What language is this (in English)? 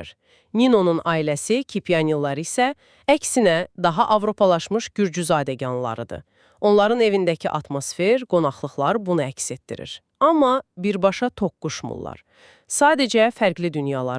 Azerbaijani